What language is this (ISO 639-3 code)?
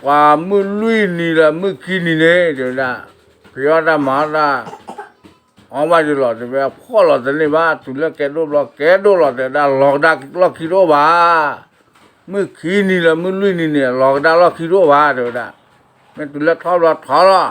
ksw